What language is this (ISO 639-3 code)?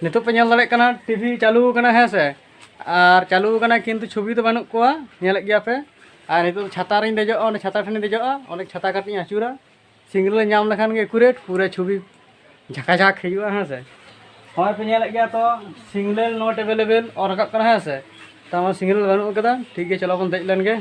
sat